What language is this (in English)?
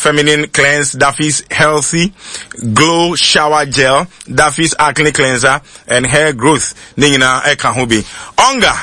Akan